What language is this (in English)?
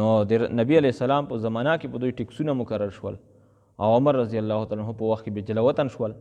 Pashto